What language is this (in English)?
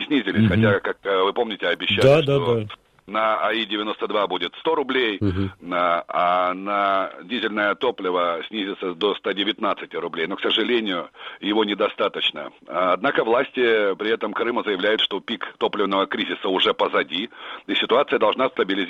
Russian